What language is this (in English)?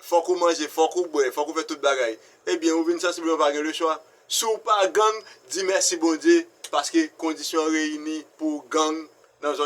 Haitian Creole